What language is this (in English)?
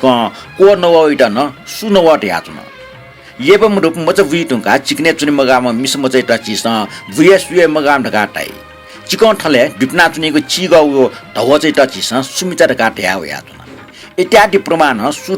Newari